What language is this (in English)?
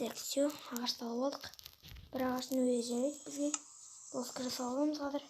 Kazakh